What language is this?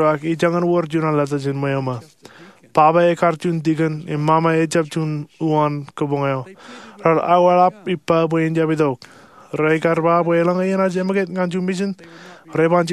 Marshallese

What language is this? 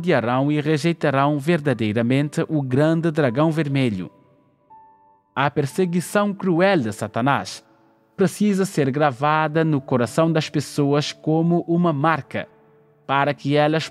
Portuguese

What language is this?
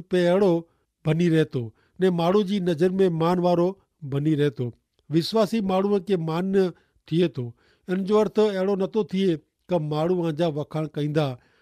Kachhi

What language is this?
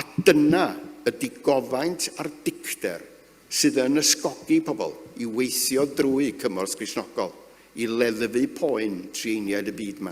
Welsh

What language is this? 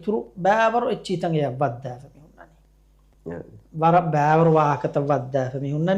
Divehi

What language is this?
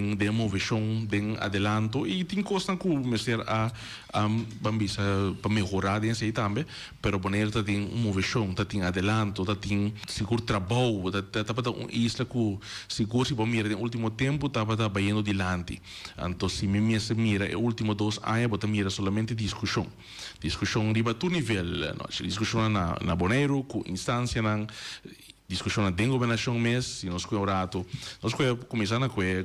Papiamento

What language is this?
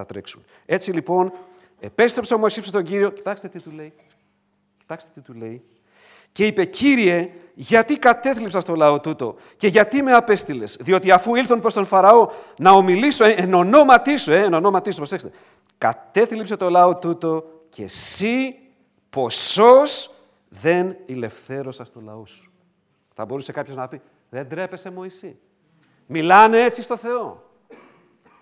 Greek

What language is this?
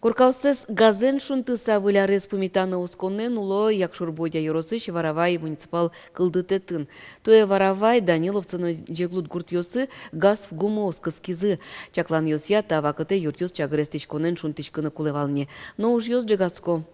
Udmurt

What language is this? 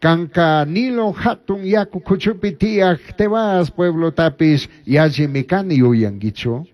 Chimborazo Highland Quichua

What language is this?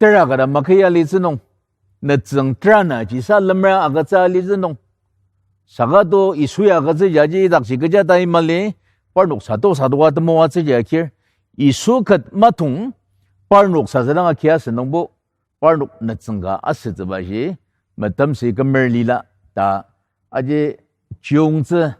Ao Naga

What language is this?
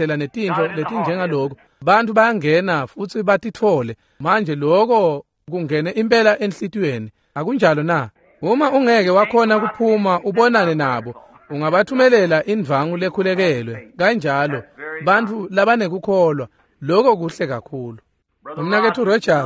Swati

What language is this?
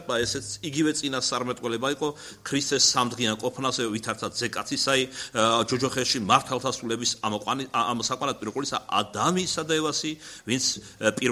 Georgian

